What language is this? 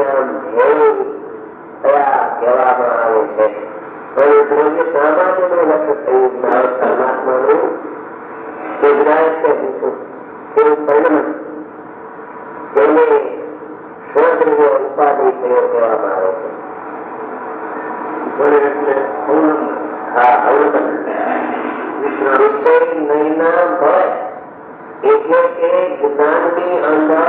Gujarati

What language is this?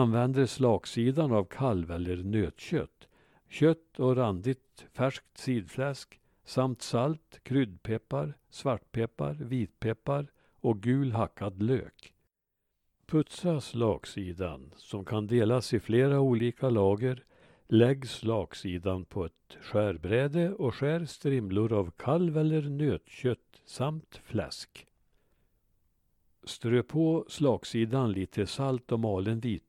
Swedish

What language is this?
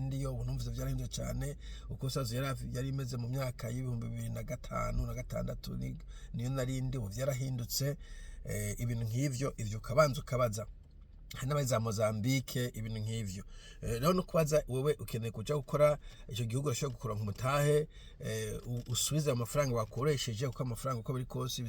Rundi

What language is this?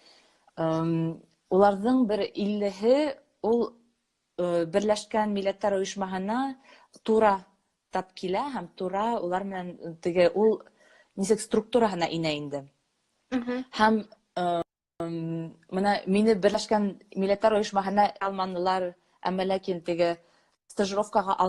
Bashkir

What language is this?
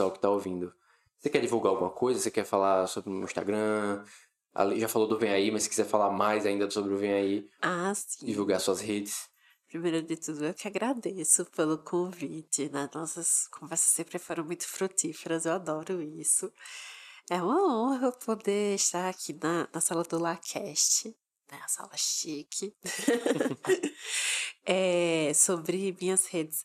Portuguese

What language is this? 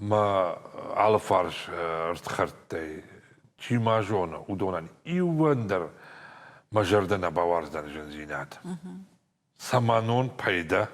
Ossetic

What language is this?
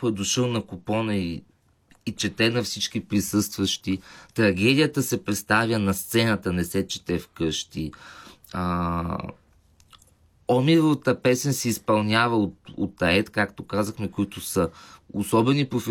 Bulgarian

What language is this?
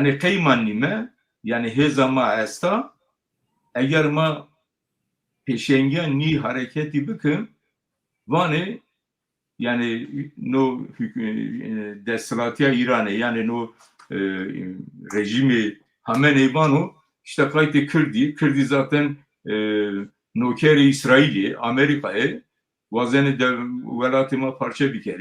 Zaza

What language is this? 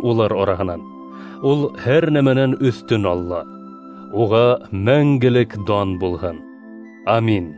Bashkir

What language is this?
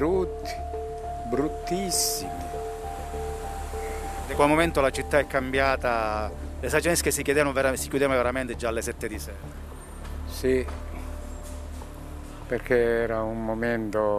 Italian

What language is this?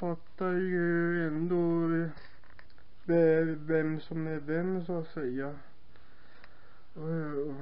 Swedish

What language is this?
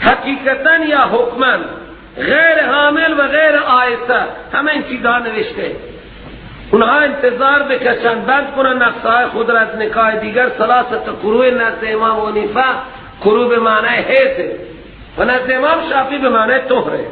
Persian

